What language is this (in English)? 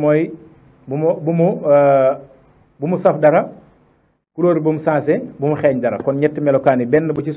Wolof